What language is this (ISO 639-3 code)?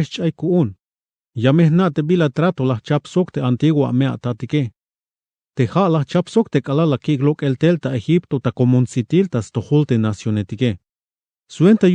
tzh